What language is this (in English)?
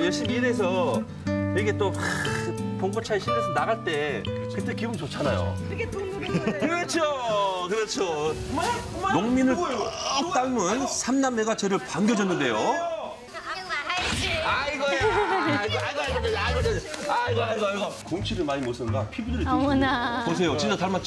Korean